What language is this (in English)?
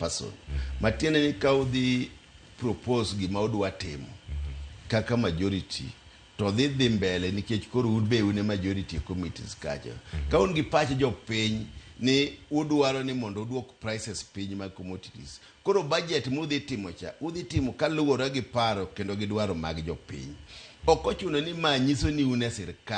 Luo (Kenya and Tanzania)